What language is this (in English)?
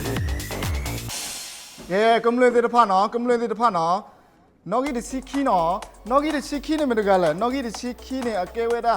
S'gaw Karen